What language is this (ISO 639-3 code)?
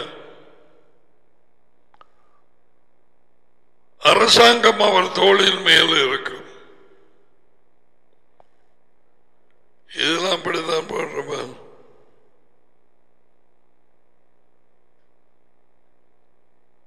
tam